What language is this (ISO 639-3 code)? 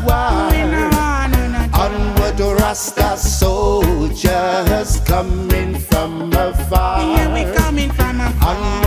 jam